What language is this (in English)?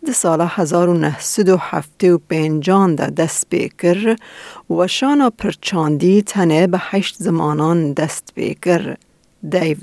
Kurdish